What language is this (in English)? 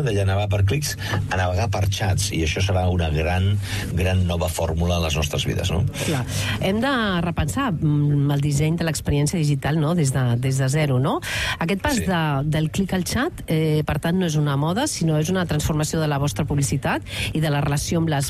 Catalan